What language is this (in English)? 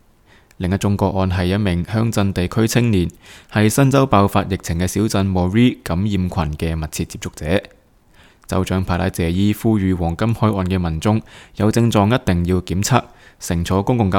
Cantonese